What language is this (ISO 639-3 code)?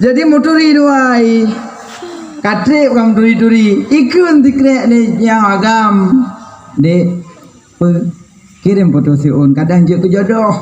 ace